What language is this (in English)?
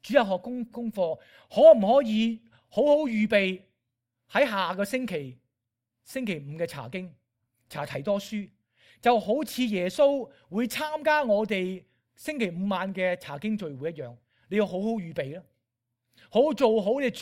Cantonese